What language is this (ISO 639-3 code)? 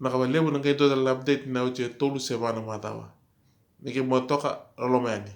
fij